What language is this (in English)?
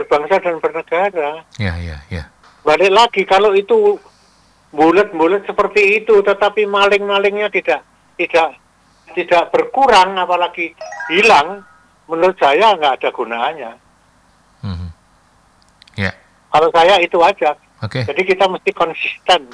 Indonesian